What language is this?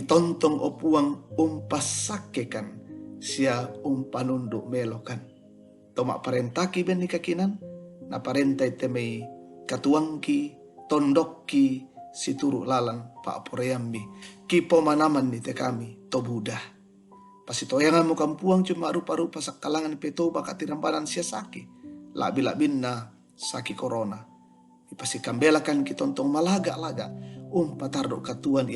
Toraja-Sa'dan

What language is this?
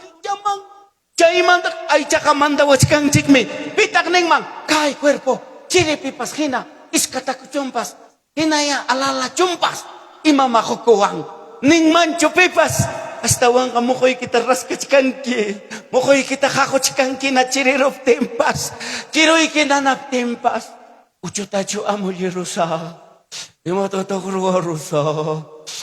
Ayacucho Quechua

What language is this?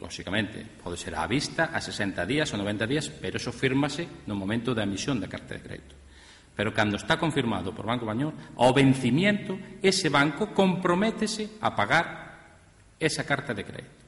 Galician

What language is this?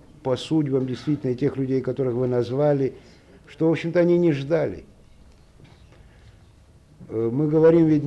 Russian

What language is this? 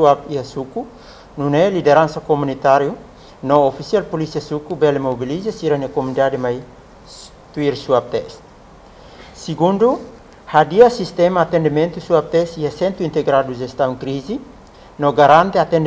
Tetum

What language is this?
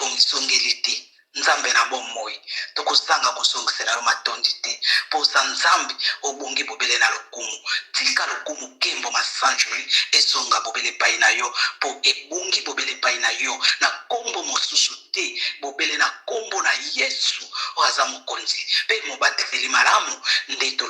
Lingala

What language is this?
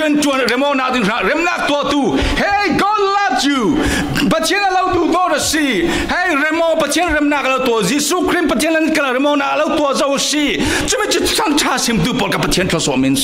Falam Chin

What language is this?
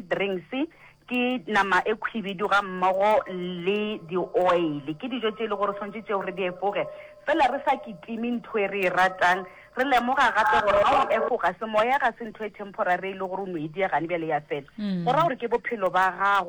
Northern Sotho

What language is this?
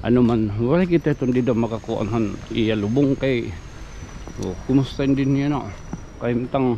Waray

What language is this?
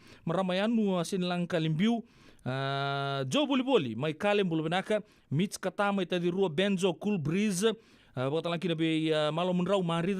Fijian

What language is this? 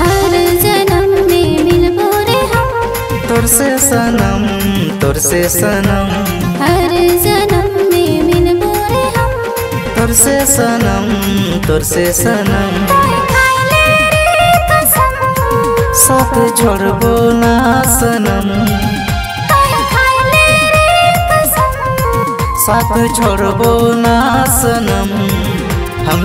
Bhojpuri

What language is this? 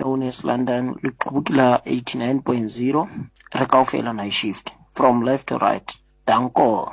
Southern Sotho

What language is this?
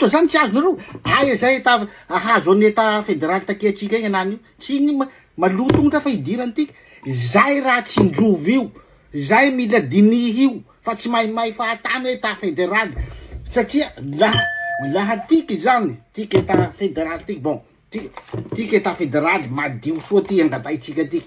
Malagasy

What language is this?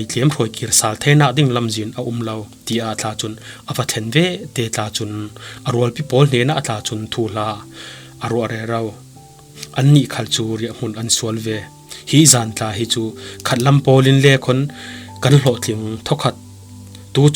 Falam Chin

